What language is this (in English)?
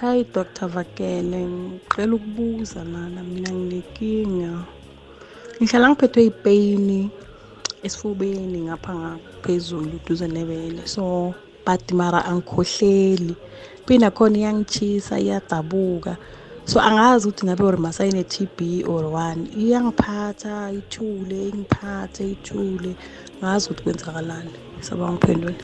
South Ndebele